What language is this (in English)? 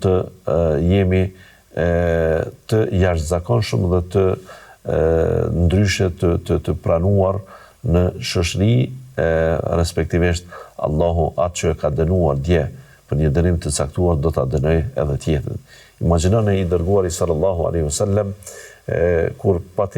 Albanian